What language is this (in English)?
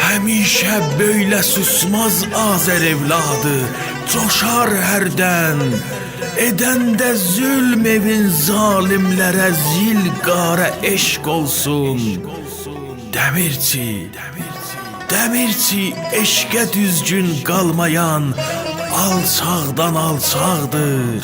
South Azerbaijani